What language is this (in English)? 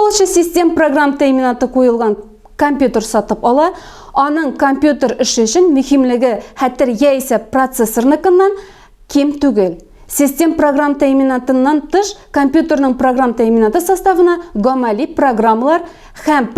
Tatar